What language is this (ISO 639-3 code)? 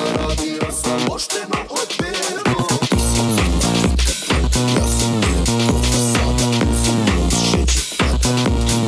hrv